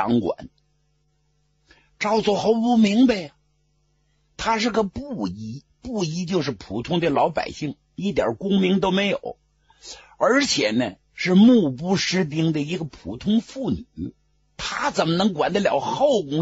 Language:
Chinese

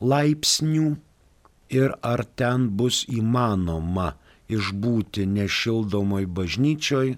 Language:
Lithuanian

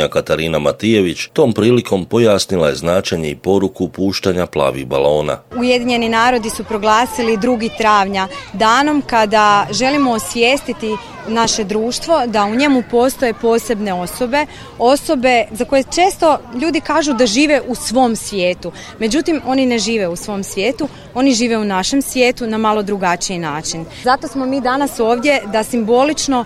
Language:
Croatian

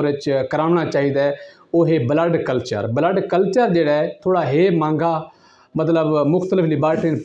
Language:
Saraiki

